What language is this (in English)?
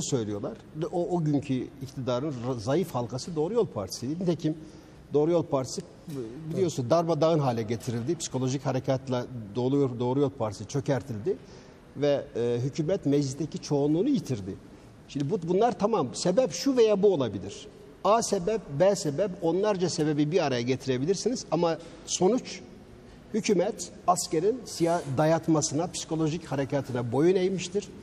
Turkish